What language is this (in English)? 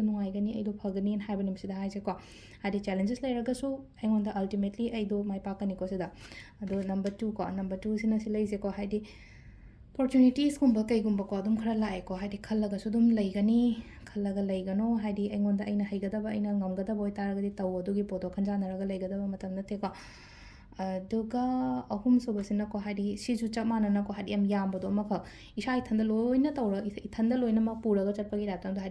Manipuri